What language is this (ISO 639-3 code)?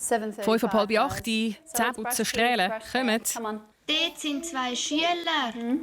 gsw